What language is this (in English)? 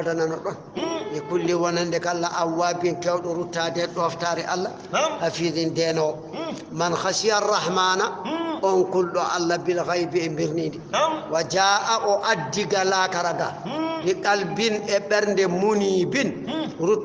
Fula